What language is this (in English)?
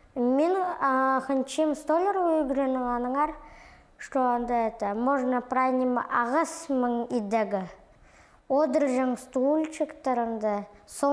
Khakas